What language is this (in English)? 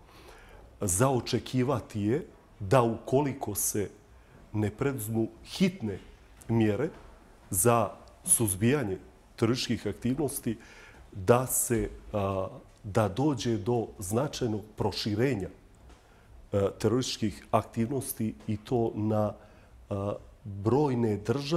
Bosnian